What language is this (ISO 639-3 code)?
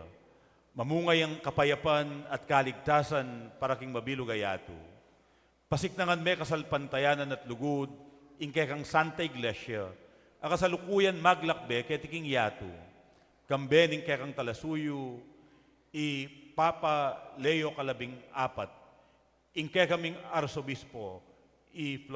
pam